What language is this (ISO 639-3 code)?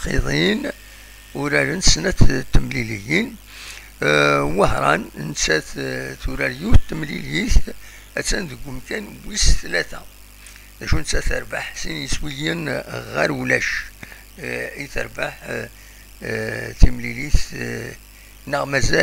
kab